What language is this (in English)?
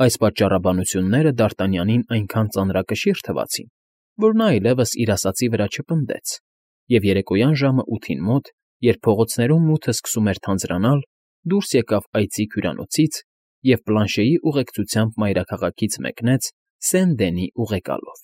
Armenian